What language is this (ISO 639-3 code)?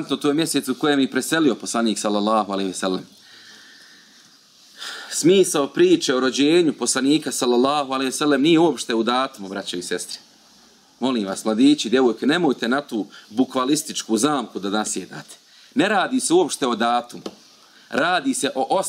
bos